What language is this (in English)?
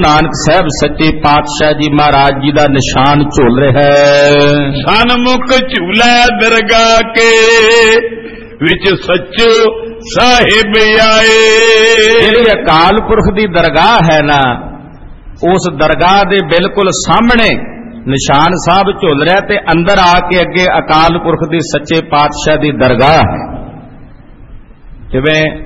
Punjabi